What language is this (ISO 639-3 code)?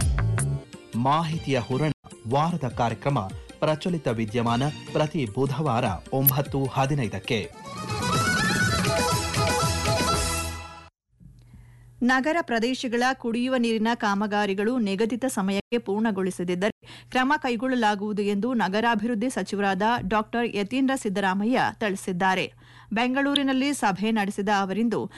kan